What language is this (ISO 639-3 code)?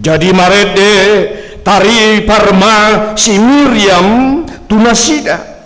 bbc